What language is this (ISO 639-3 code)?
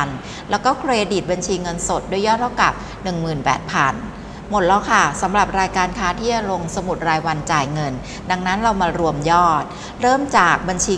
tha